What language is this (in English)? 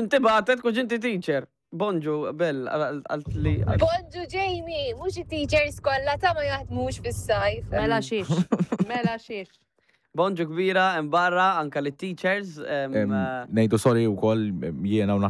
Maltese